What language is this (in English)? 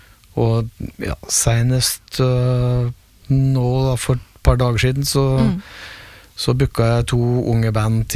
Norwegian